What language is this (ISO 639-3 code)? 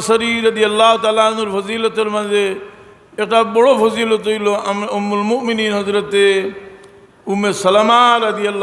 syl